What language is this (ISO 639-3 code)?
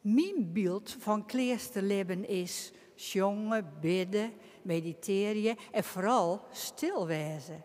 fry